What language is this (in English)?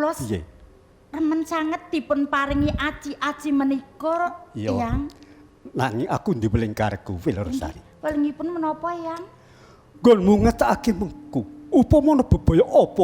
Javanese